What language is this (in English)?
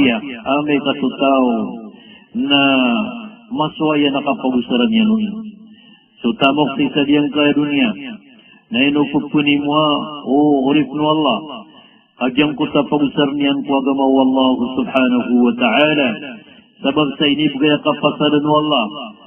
Maranao